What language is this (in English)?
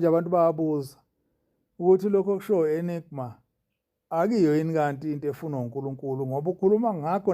Zulu